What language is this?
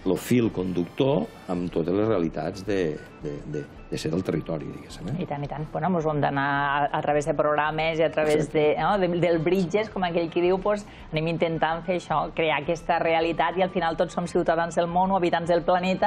Catalan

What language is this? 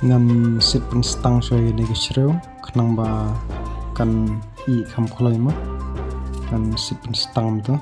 Khasi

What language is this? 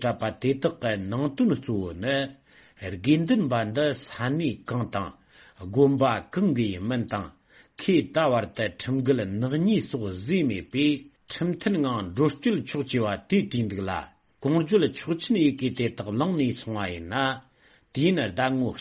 Tibetan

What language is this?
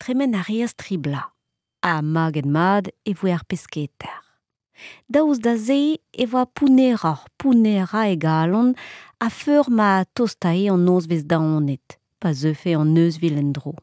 Breton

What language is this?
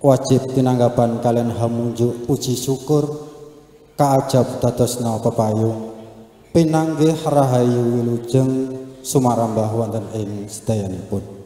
Javanese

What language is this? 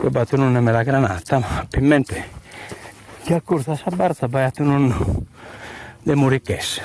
Sardinian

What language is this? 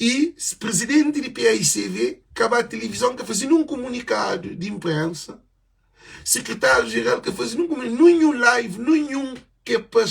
Kabuverdianu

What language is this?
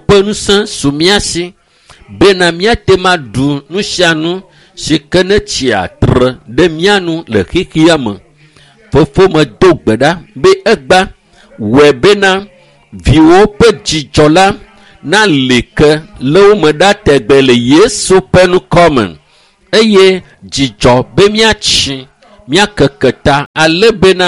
Ewe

